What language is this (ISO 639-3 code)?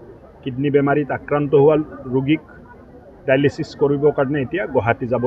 asm